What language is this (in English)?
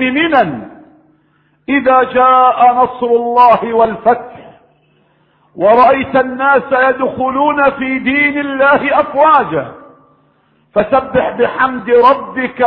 Arabic